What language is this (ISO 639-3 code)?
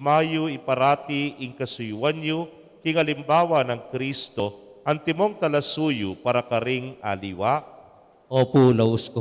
pam